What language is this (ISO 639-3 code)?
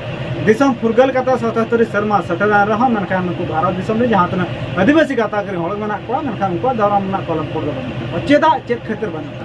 sat